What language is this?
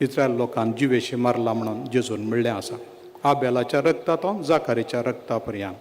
Konkani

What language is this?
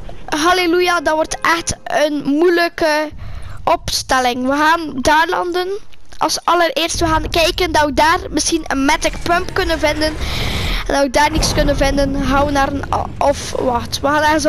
Dutch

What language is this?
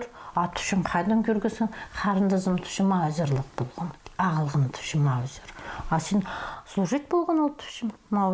Khakas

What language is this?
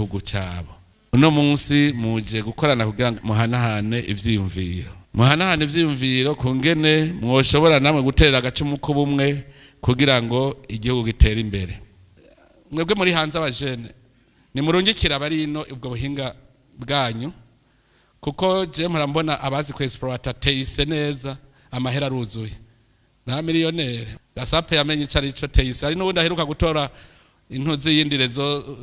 Rundi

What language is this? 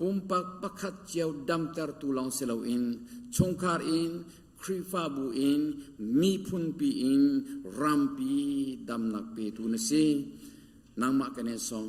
Hakha Chin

